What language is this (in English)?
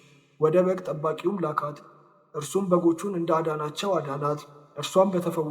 Amharic